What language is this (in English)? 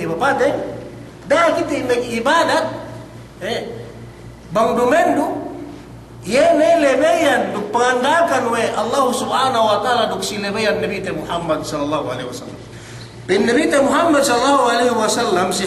Yakan